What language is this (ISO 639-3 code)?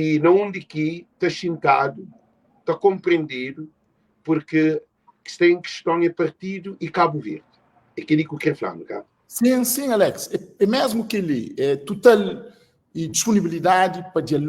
kea